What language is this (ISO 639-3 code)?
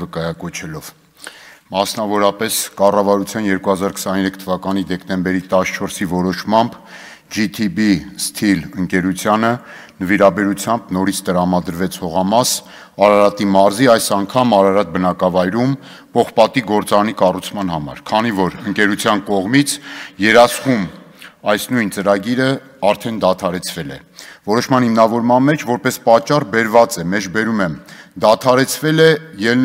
hye